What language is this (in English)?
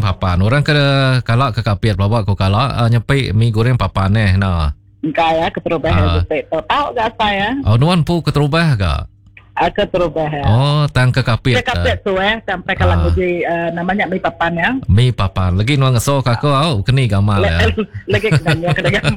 Iban